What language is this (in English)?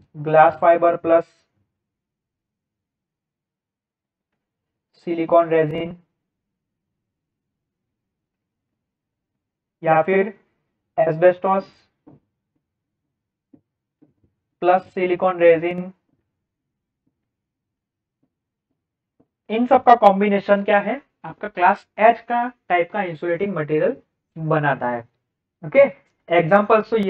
Hindi